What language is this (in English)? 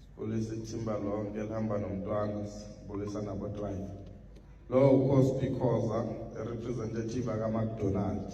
Zulu